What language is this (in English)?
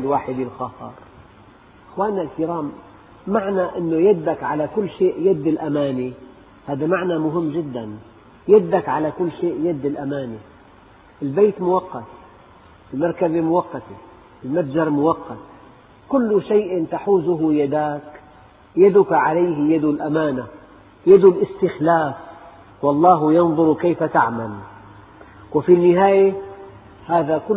Arabic